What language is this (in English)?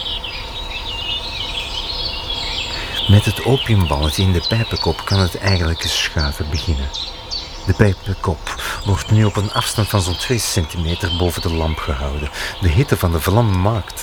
Dutch